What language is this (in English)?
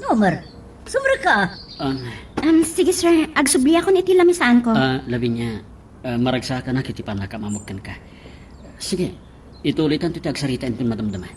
Iloko